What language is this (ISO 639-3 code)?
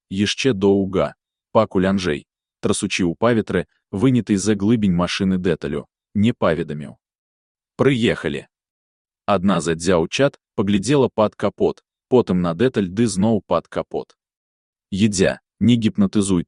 bel